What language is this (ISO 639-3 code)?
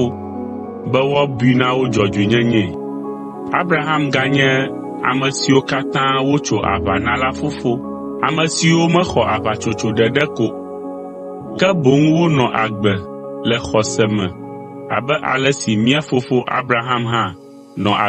ewe